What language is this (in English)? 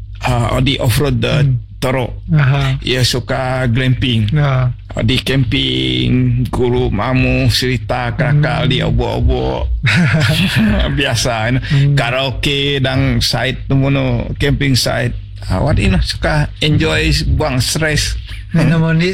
Malay